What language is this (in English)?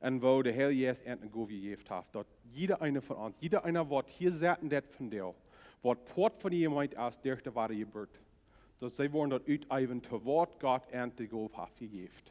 Plautdietsch